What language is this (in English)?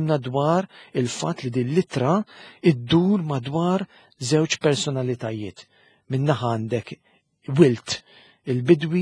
Maltese